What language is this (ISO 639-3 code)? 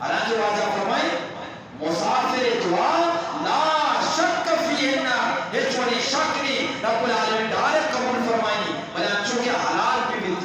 bgp